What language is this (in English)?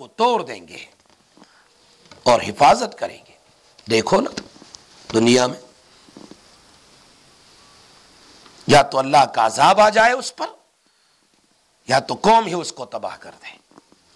Urdu